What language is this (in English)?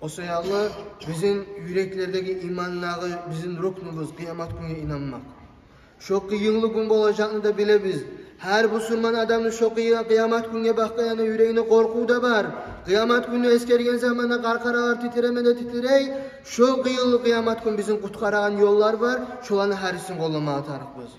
Kumyk